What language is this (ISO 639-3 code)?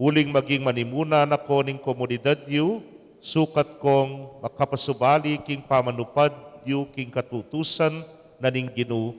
pam